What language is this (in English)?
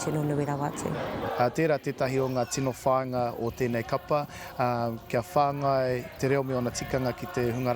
Māori